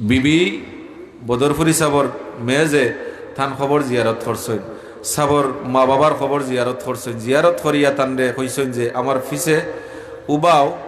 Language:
Sylheti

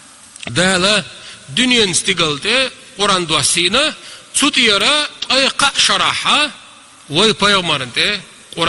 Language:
Chechen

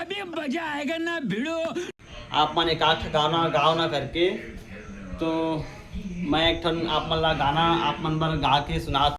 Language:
Chhattisgarhi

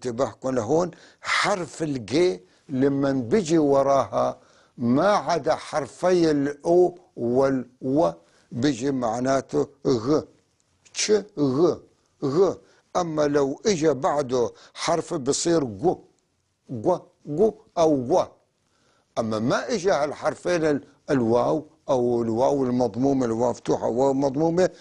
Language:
North Levantine Arabic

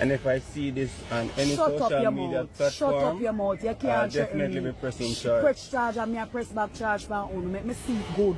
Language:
Jamaican Creole English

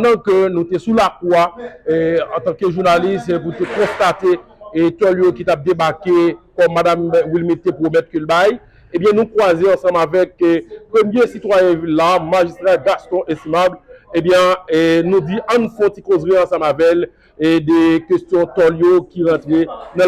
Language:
Haitian Creole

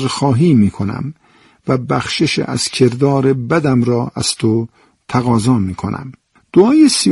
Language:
Persian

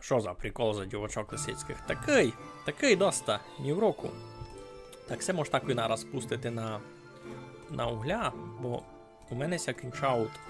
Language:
Rusyn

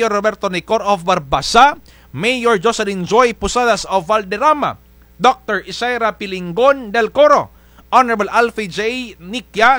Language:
Kinaray-a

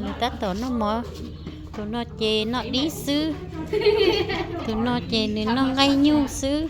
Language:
Hmong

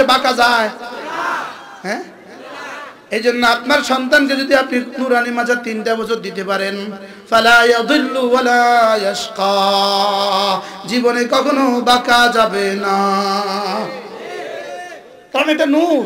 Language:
Bangla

